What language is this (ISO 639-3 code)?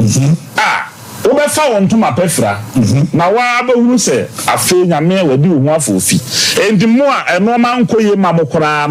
aka